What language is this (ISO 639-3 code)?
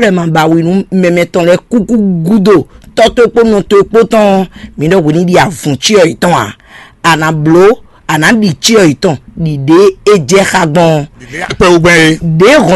fon